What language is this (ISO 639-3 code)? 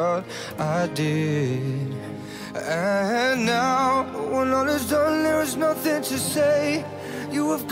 eng